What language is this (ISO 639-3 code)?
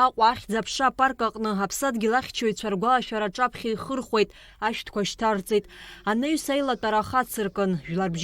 abk